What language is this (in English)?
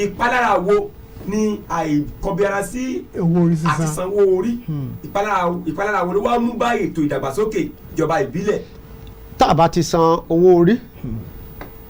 Yoruba